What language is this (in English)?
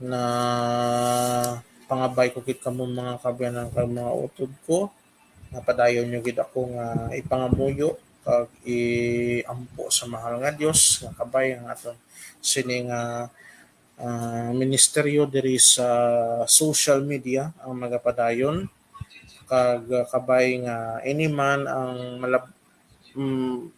Hiligaynon